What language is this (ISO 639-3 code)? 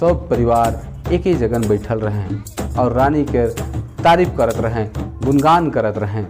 sck